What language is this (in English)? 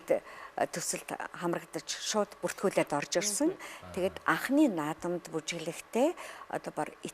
Mongolian